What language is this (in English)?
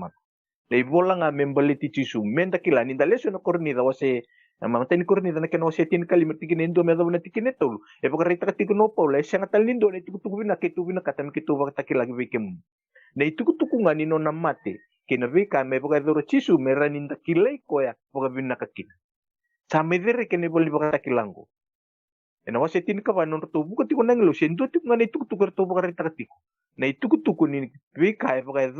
Fijian